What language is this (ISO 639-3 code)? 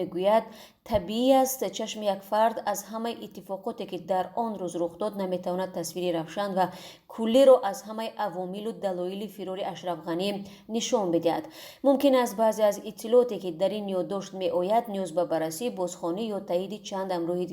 tgk